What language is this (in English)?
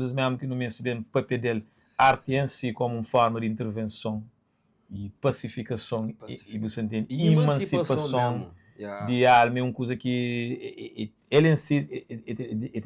Kabuverdianu